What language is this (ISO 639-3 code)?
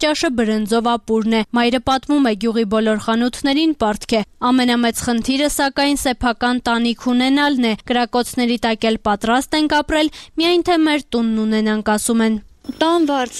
hye